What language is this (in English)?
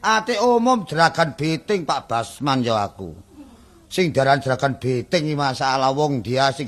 Javanese